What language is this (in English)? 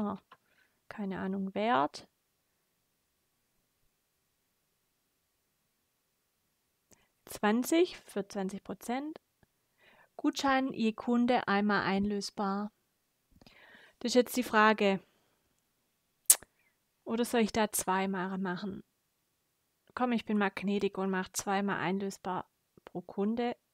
German